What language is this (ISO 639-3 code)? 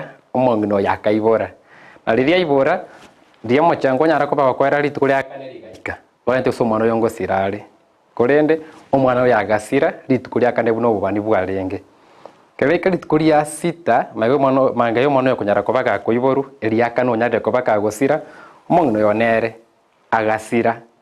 guz